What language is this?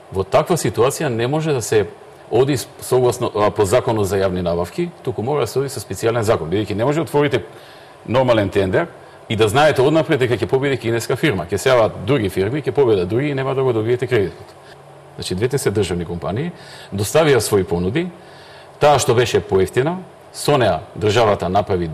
Macedonian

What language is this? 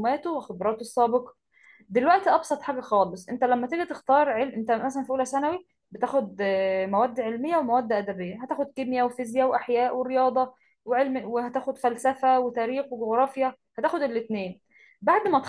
Egyptian Arabic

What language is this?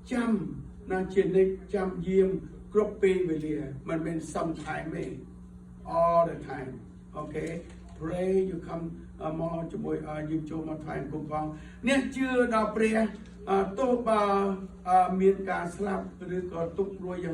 Khmer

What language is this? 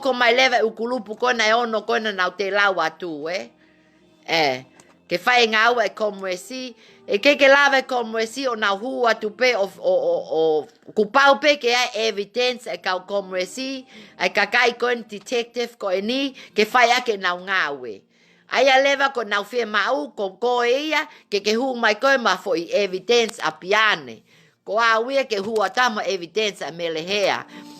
Tongan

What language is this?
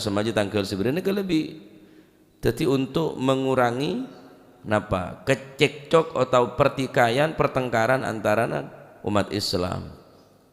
Madurese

